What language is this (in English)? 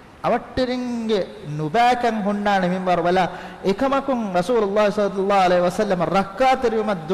Divehi